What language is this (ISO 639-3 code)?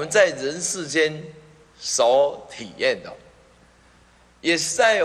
zho